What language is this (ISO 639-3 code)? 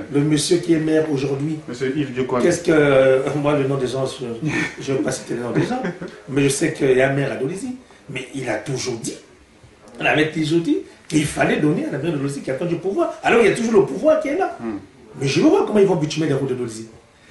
fra